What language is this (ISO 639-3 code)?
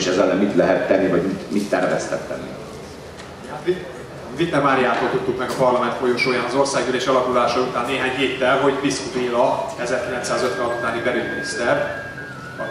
hun